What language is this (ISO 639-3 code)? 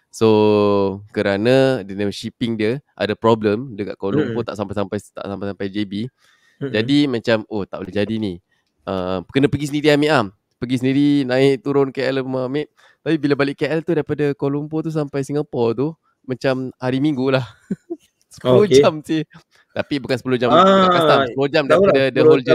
msa